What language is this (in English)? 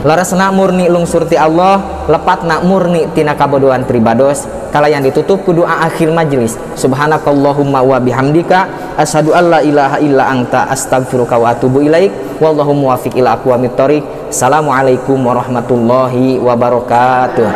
Sundanese